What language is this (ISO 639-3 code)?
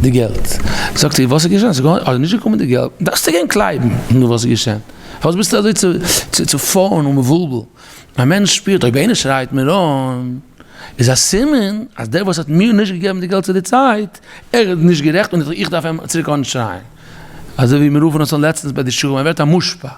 yid